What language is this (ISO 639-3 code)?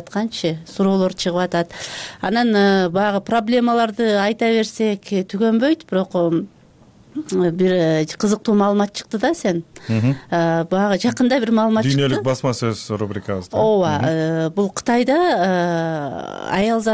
kir